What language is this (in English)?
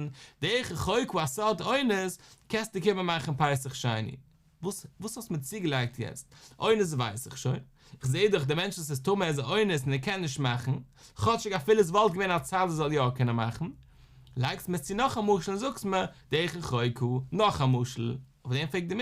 Yiddish